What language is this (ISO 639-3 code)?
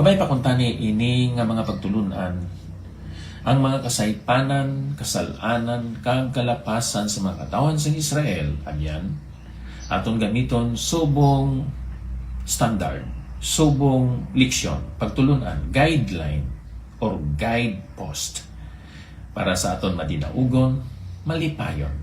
hil